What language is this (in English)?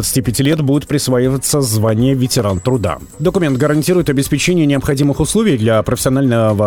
Russian